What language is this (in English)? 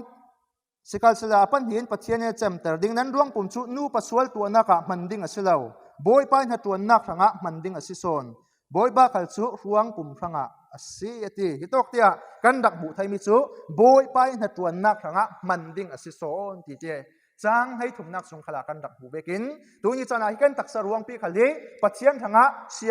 Falam Chin